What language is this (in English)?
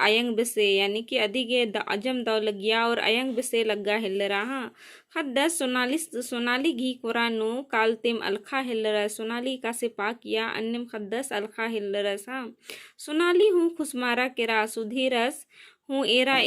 Kurukh